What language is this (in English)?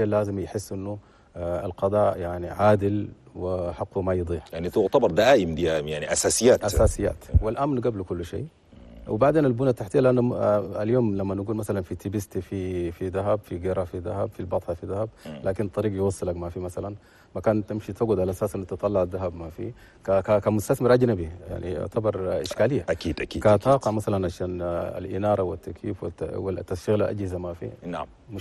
Chadian Arabic